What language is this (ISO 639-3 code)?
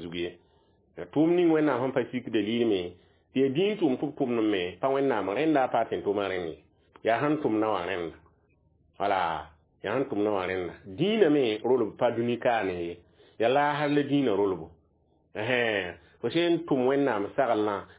mos